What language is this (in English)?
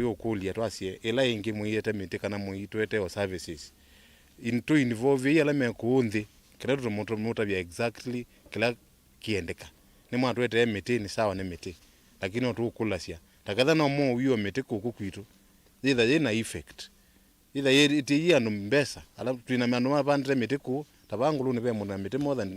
Kamba